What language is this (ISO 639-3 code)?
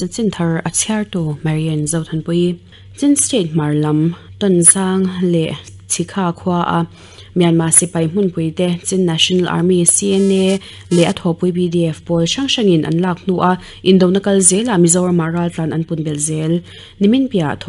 lus